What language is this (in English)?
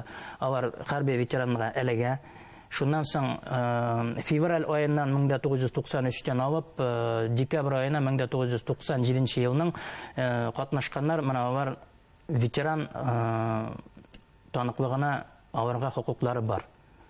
Bashkir